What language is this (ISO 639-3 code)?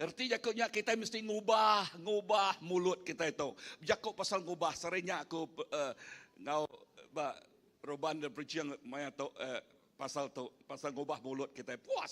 iba